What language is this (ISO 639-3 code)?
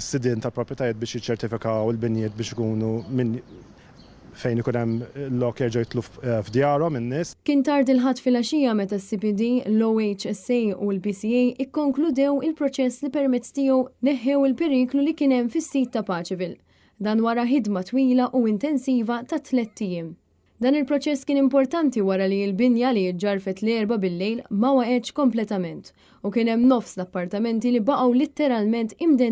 mlt